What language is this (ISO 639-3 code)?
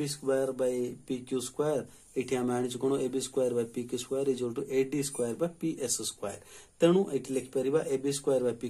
ori